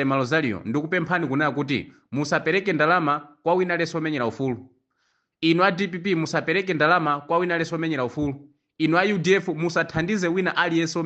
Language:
Nyanja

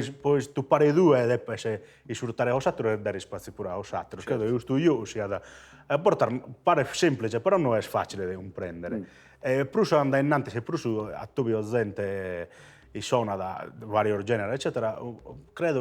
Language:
Sardinian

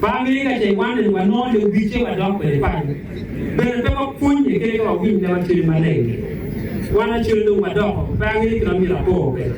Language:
Acoli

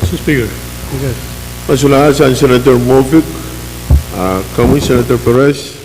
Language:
Pohnpeian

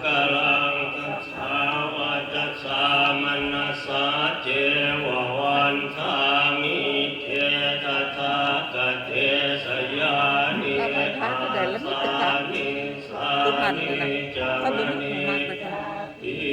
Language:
Pali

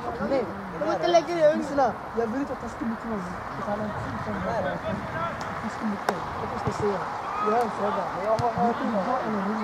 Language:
Swedish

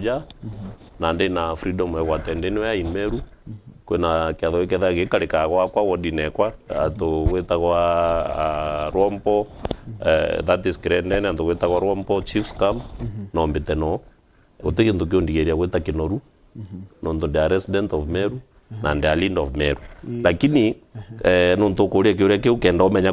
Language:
Meru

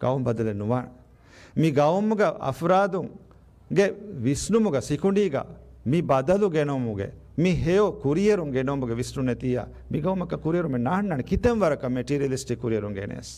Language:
Divehi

